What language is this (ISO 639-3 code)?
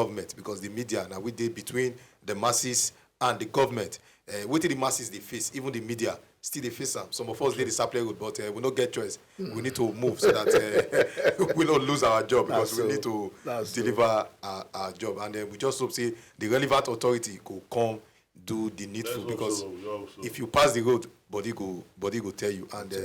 pcm